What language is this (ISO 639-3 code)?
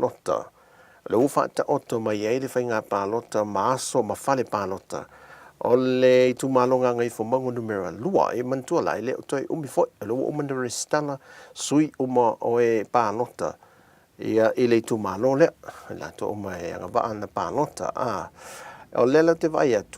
smo